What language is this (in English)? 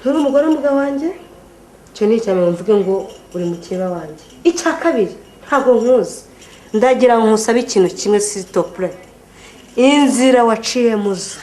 Kinyarwanda